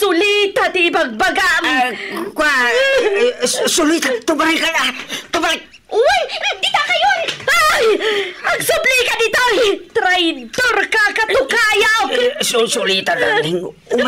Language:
Iloko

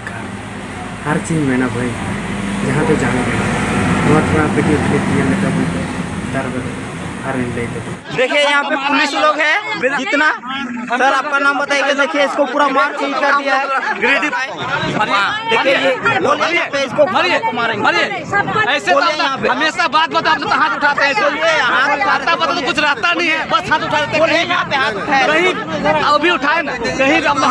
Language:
Santali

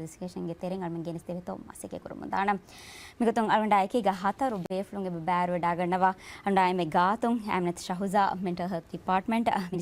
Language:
Divehi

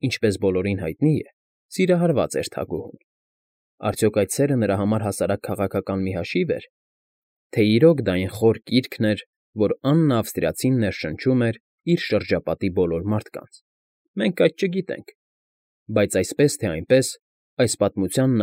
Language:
Armenian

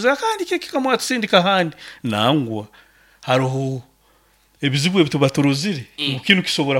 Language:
Nyankole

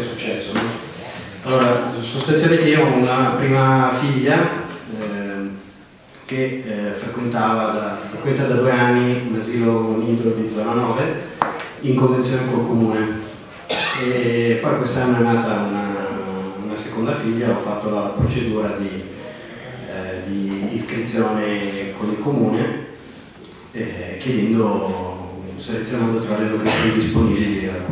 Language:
Italian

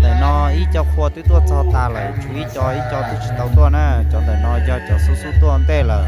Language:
Hmong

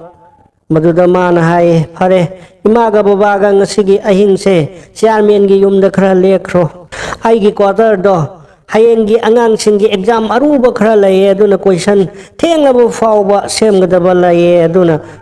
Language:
Manipuri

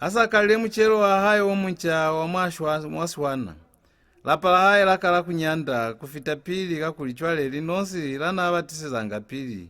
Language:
Lozi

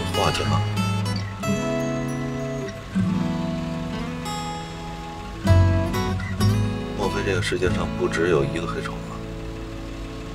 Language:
Chinese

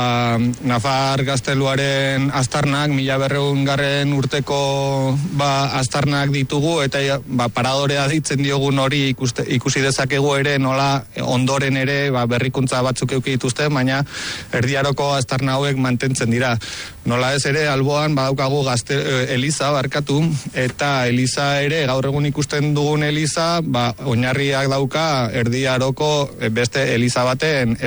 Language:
Basque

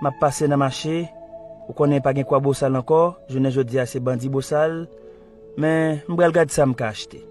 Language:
Haitian Creole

